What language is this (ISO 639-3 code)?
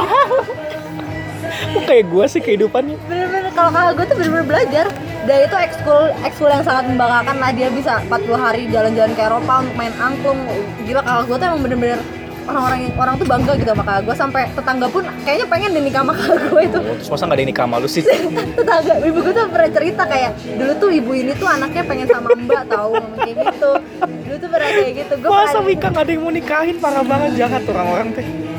ind